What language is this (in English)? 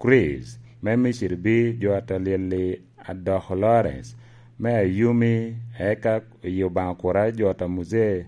Lango (Uganda)